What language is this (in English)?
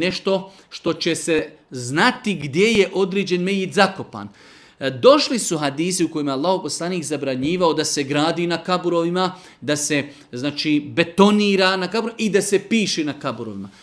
Bosnian